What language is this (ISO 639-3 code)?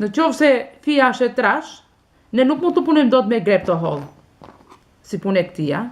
sqi